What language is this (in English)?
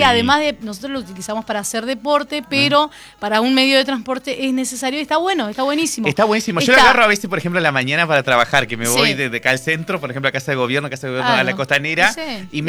Spanish